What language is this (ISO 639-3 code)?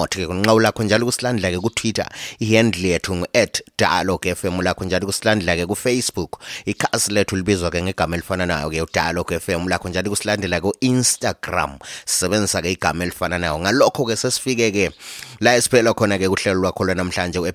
nde